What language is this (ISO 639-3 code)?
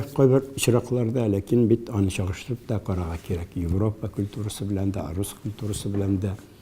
tat